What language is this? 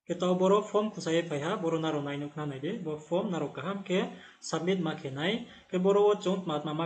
Riang (India)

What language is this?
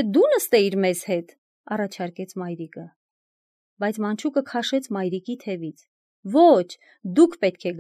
Armenian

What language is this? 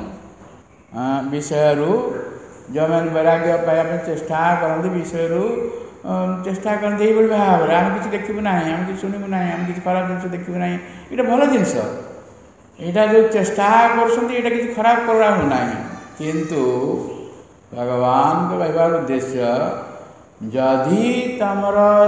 Odia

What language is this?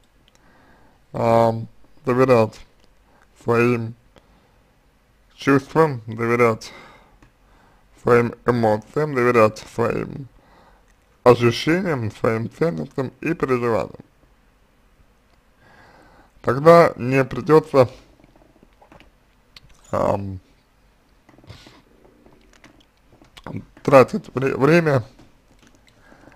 Russian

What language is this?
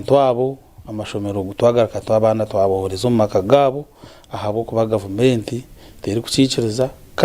Nyankole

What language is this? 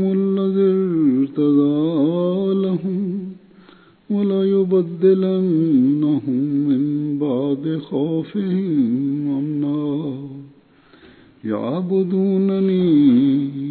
Bangla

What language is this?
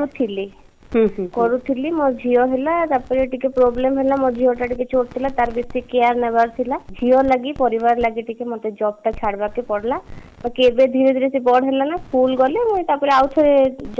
Odia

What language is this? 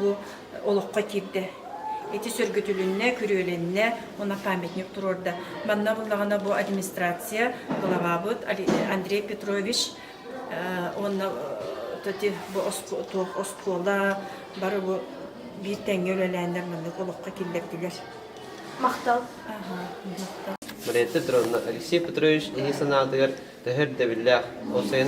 Yakut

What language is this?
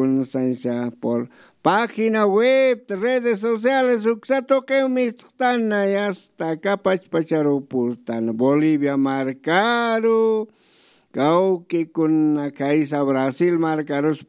Aymara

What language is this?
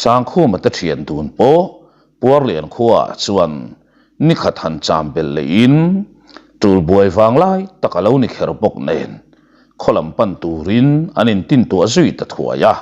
Mizo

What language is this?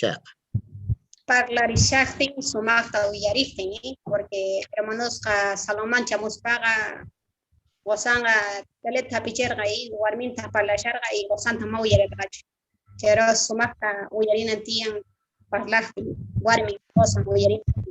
South Bolivian Quechua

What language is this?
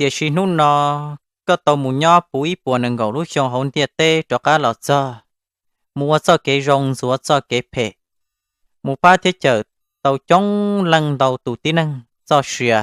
Hmong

